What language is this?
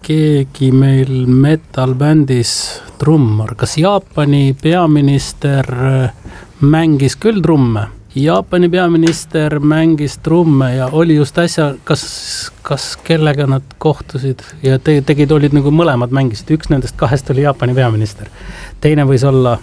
Estonian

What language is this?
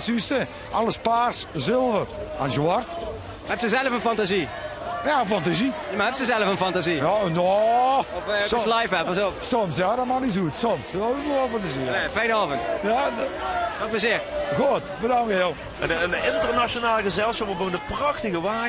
Limburgish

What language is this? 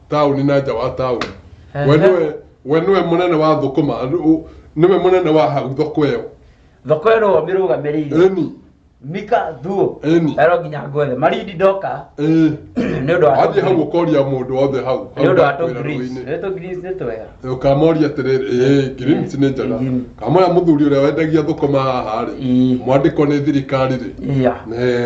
Kikuyu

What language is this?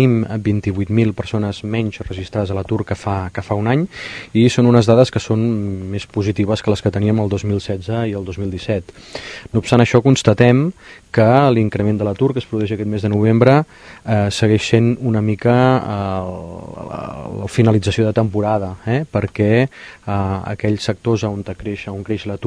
Catalan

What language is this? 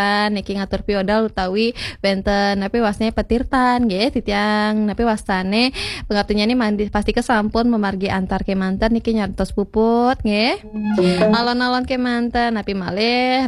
Balinese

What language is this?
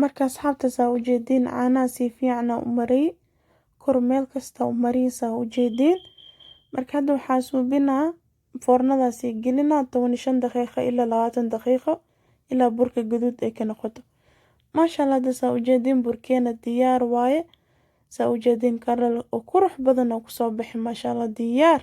Somali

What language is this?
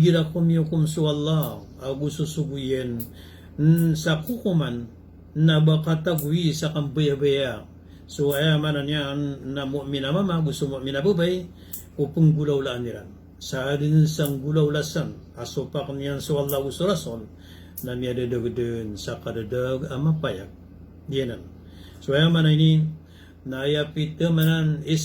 Maranao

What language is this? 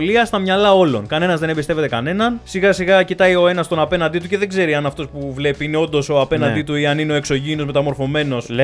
Greek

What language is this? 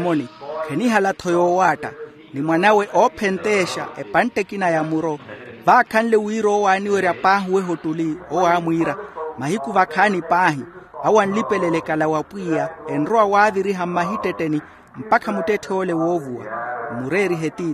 Makhuwa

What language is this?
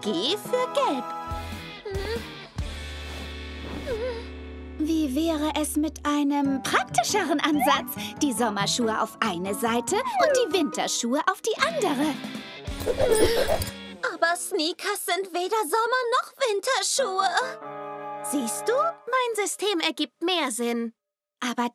German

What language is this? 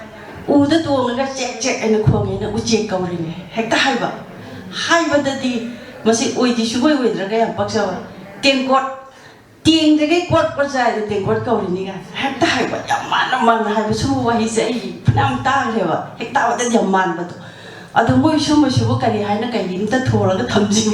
Manipuri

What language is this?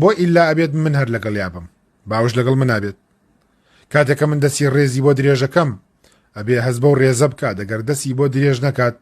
Central Kurdish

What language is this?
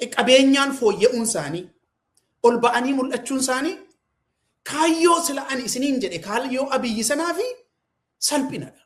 Oromo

